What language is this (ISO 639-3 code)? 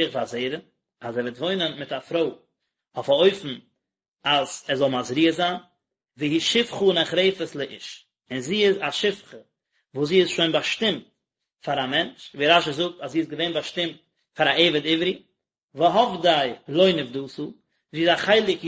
yid